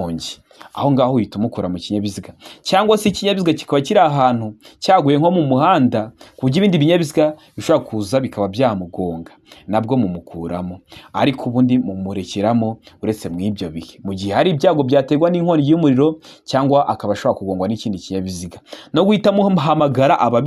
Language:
Kinyarwanda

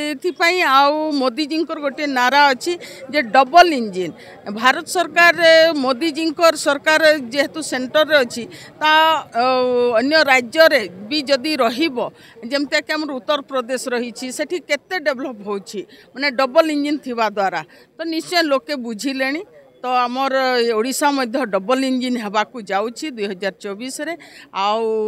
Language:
Odia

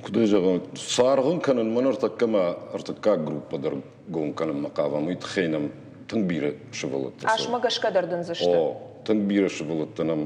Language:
Ossetic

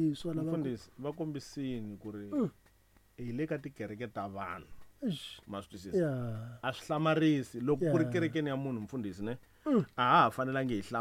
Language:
Tsonga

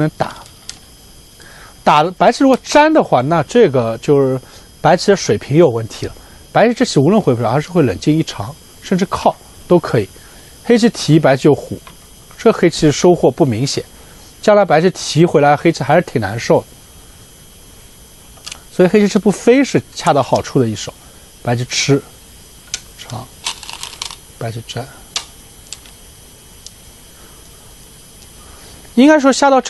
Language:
Chinese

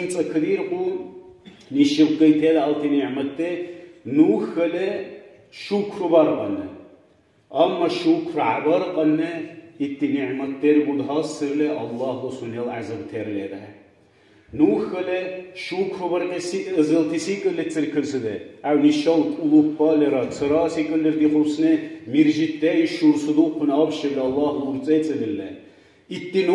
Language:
Dargwa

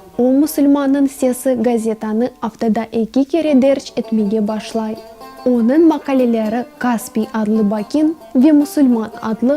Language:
Crimean Tatar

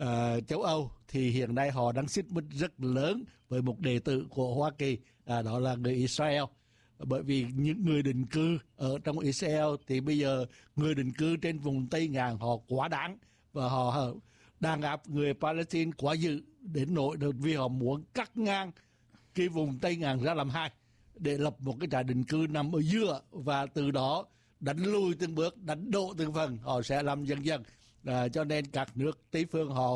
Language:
Vietnamese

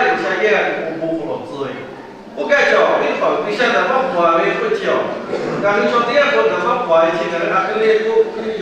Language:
Lahu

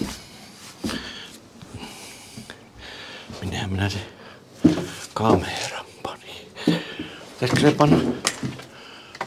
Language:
Finnish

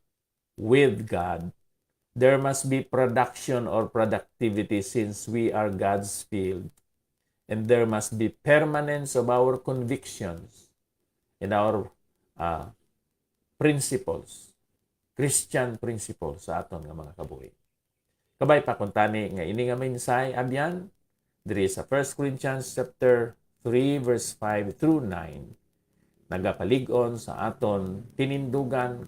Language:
Hiligaynon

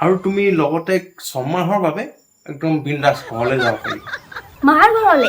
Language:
Assamese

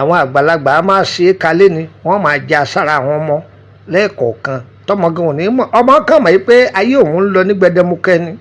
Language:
Yoruba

